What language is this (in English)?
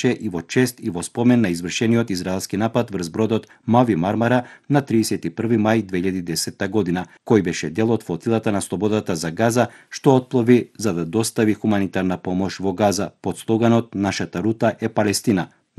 Macedonian